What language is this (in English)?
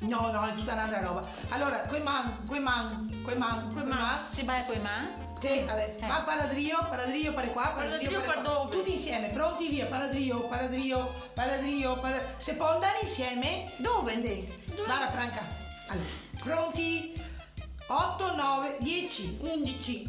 Venetian